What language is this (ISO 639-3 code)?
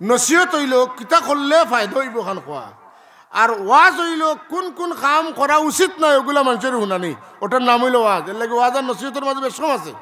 syl